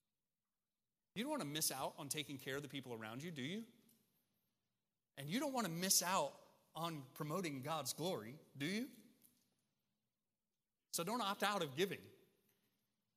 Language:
English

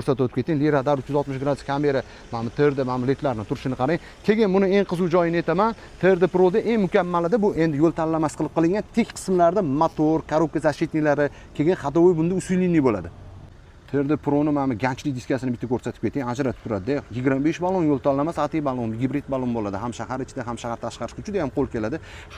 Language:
Uzbek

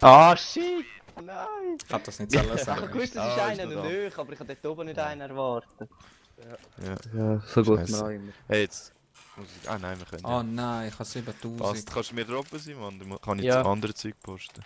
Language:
Swiss German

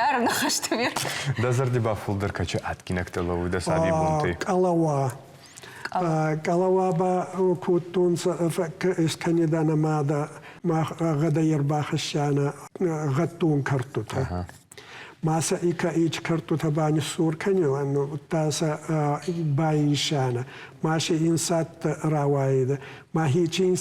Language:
Ossetic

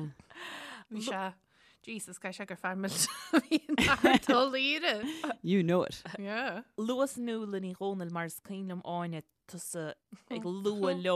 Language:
Irish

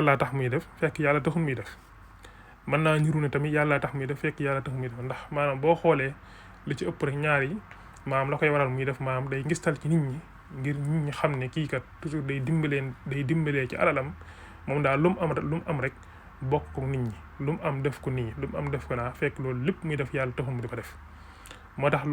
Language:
Wolof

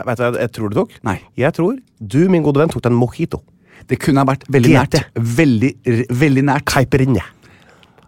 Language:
Norwegian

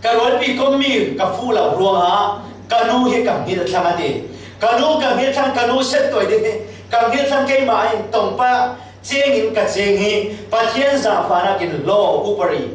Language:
Falam Chin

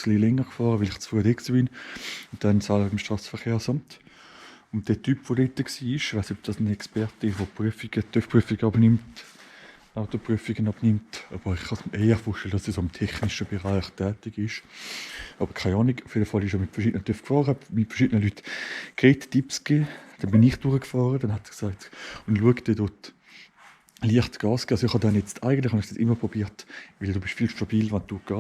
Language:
Swiss German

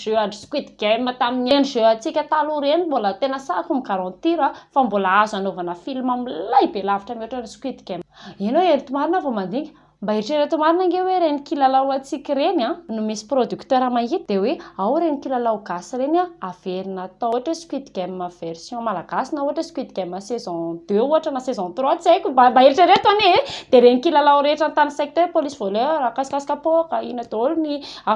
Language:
Malagasy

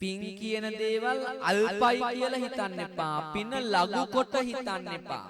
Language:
Sinhala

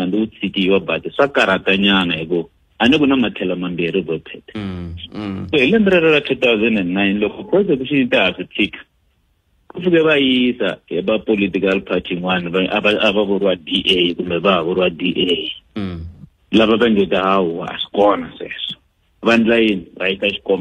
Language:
Tsonga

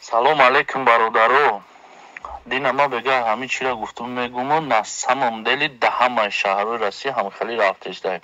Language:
Tajik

